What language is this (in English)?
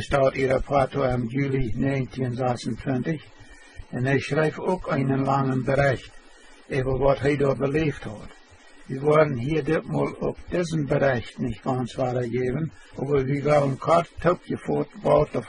Plautdietsch